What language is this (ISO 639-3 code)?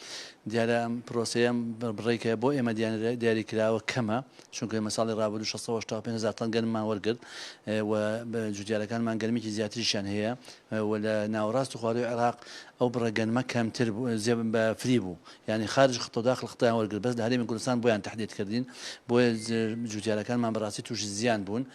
ckb